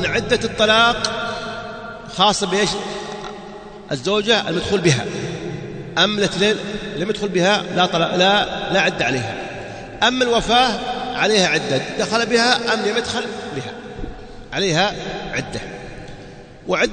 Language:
Swahili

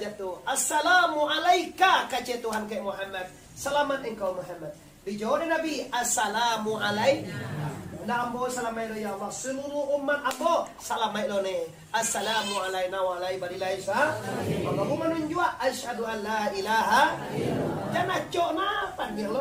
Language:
Minangkabau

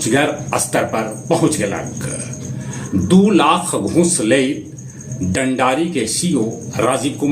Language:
Magahi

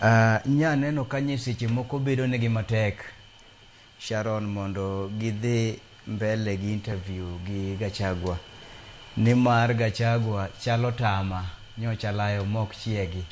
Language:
Luo (Kenya and Tanzania)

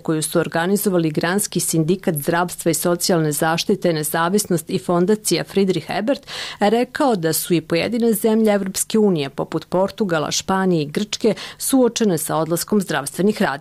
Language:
Serbian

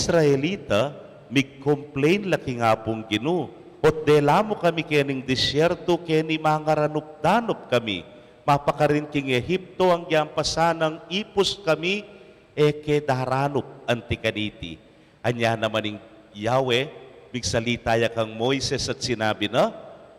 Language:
Pampanga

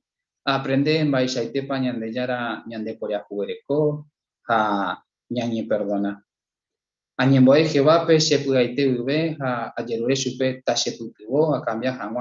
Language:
Guarani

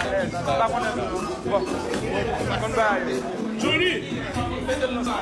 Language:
Haitian Creole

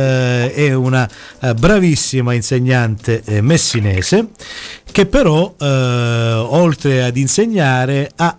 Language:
Italian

